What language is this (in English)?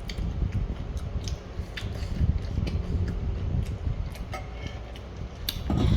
Lao